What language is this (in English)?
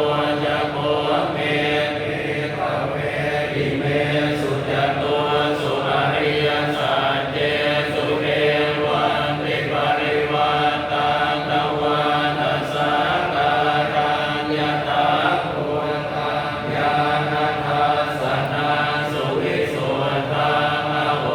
Pali